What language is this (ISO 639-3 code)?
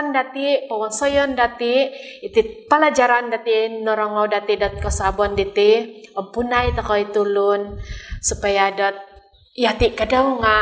dtp